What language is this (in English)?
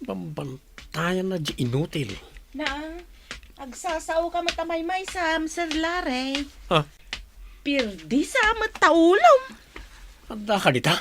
Iloko